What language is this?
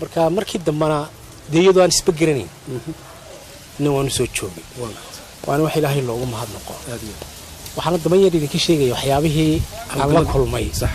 Somali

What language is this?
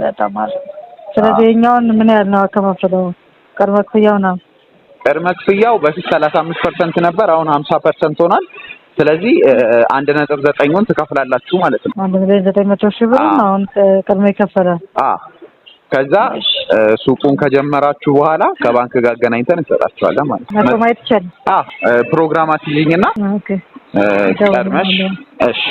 Amharic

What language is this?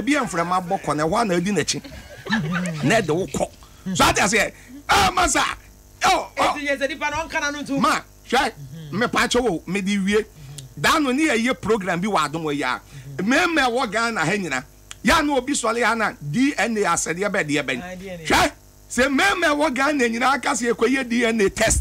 Akan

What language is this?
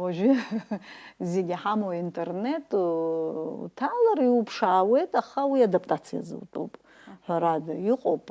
Abkhazian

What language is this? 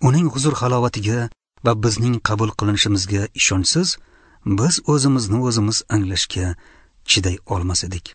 Uzbek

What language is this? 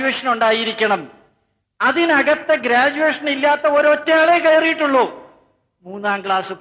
Malayalam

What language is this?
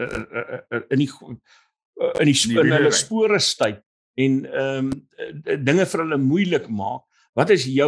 Afrikaans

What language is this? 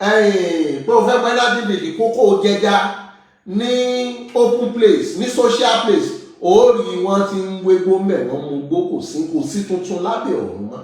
Yoruba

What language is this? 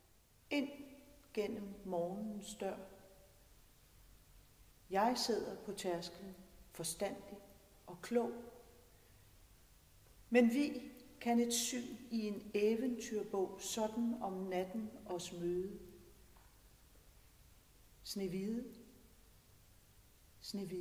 Danish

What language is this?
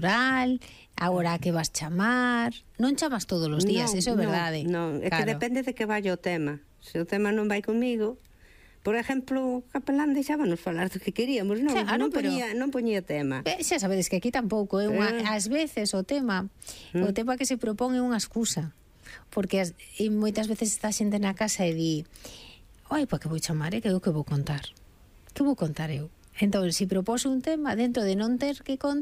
Galician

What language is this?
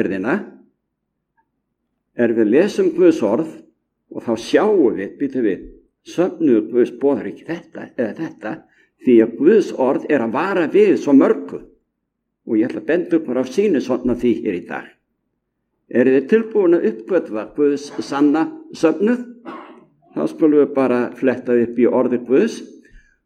Icelandic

